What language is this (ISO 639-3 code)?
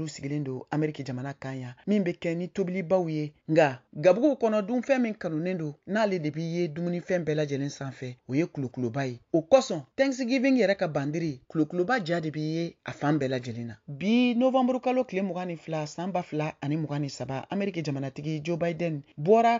bam